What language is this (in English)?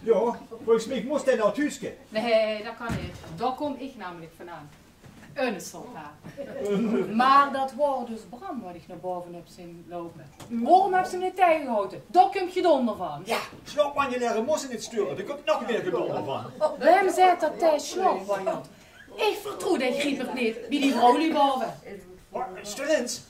Limburgish